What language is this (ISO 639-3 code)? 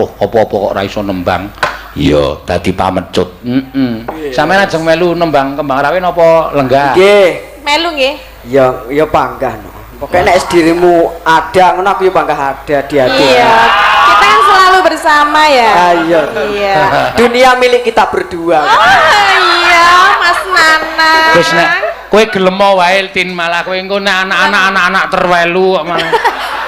jav